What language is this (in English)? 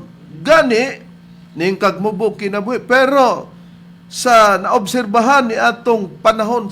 Cebuano